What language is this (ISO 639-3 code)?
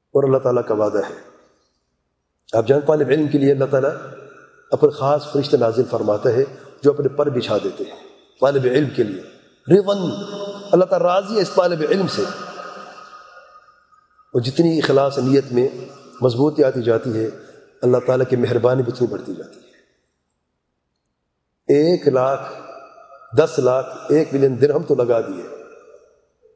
urd